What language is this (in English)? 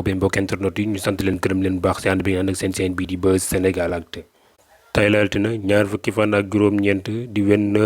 Wolof